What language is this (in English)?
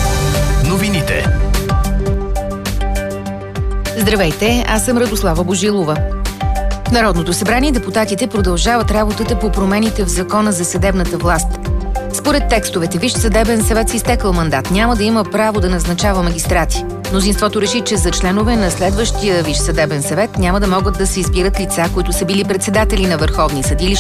Bulgarian